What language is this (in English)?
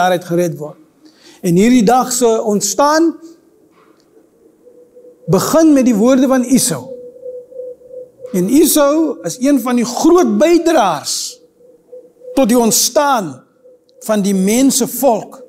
Afrikaans